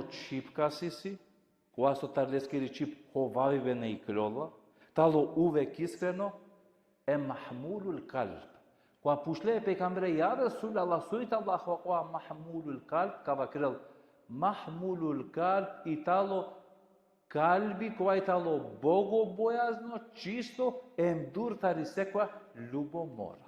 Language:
Balkan Romani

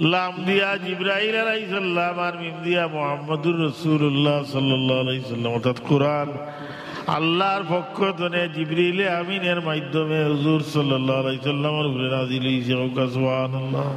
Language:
Sylheti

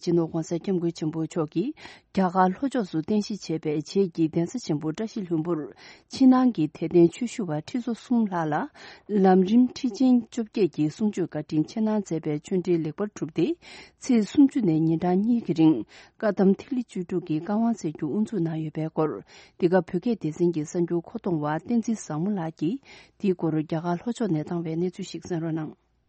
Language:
Tibetan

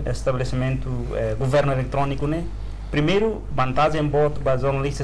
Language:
Tetum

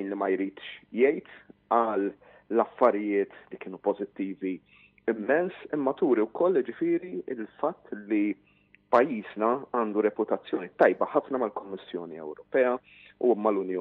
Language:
Maltese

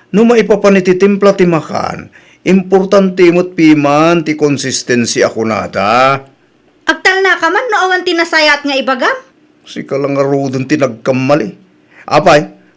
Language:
Iloko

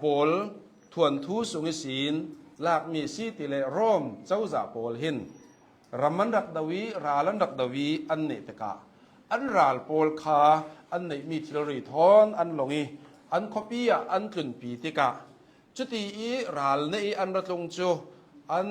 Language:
Hakha Chin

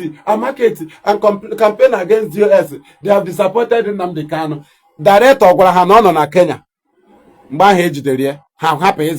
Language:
Igbo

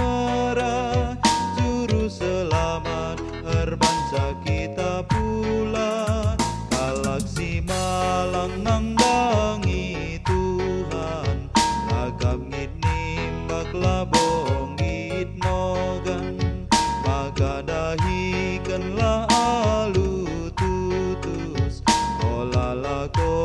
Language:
Batak Karo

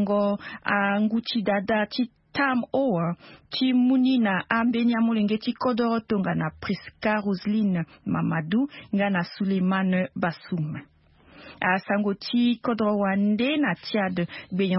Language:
Sango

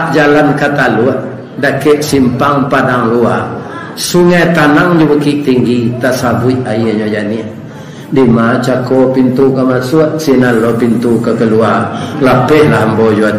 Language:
Minangkabau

